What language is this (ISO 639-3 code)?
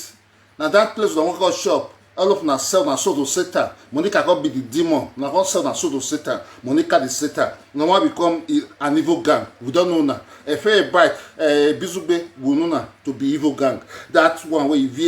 pcm